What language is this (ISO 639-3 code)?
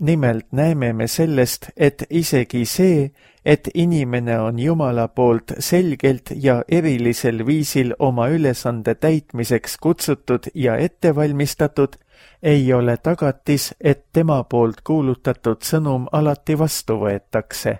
est